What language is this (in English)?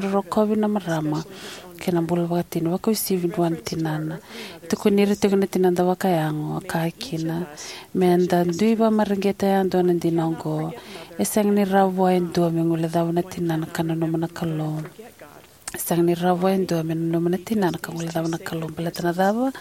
Fijian